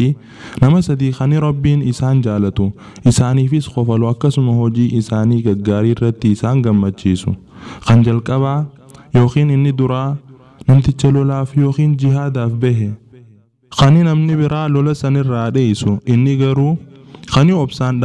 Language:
Oromo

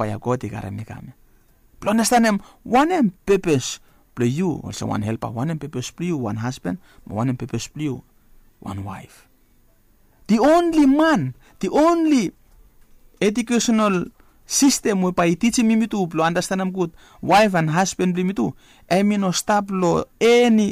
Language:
Bislama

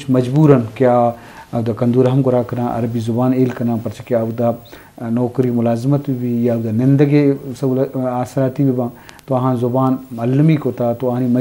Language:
Eastern Balochi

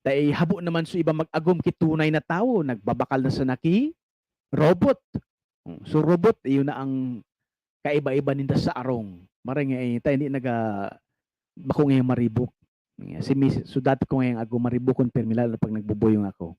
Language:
Bikol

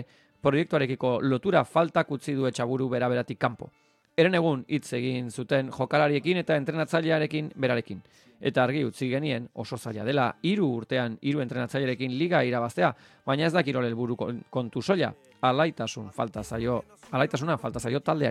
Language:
Basque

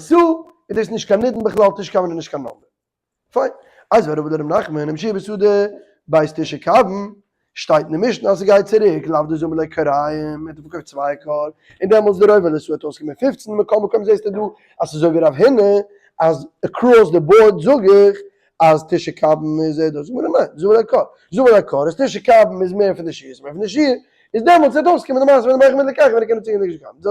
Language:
Yiddish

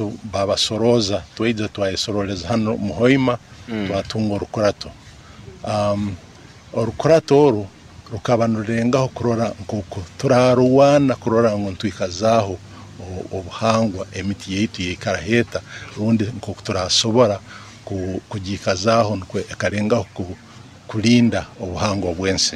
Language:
Nyoro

